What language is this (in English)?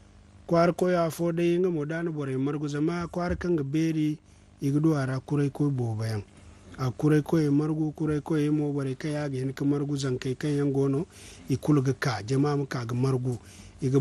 Zarma